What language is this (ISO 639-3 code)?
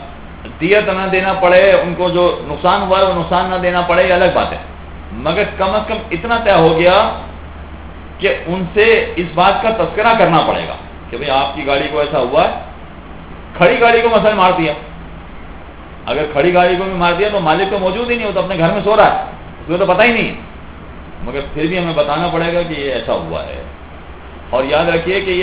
urd